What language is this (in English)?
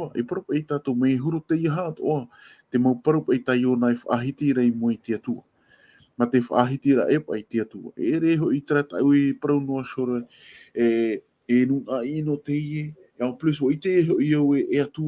Tahitian